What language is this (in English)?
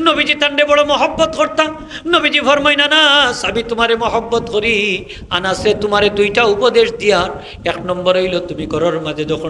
Sylheti